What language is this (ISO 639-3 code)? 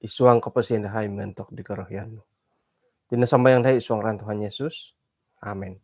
dtp